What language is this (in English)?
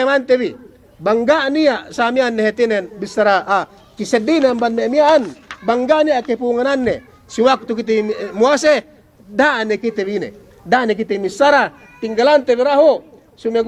Yakan